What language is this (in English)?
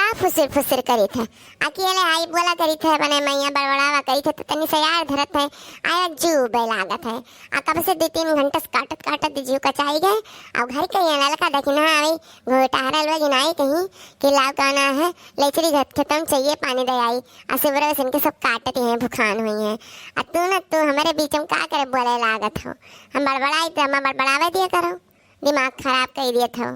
Awadhi